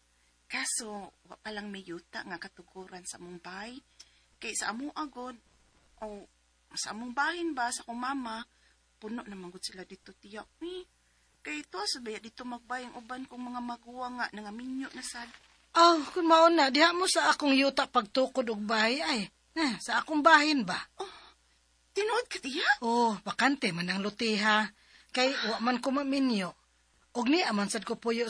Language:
Cebuano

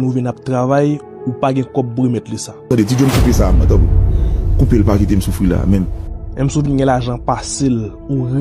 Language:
Haitian Creole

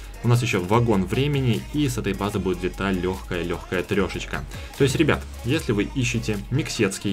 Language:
Russian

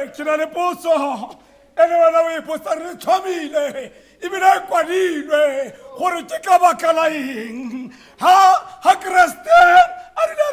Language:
Tswana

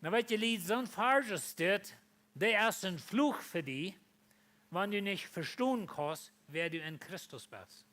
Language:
Plautdietsch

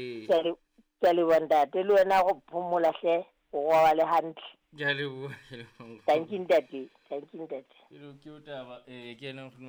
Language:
Southern Sotho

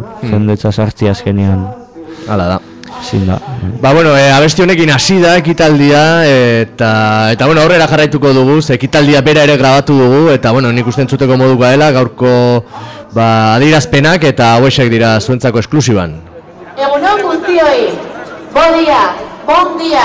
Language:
Basque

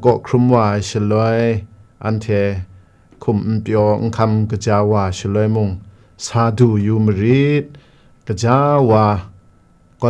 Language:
Kachin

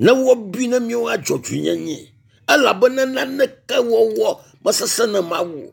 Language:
Ewe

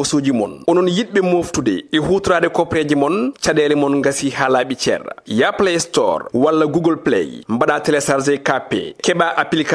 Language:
Fula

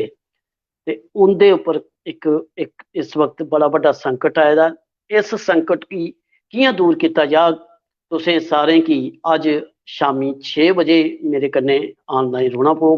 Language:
Dogri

